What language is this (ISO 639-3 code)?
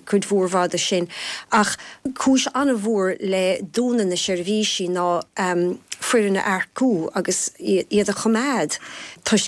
gle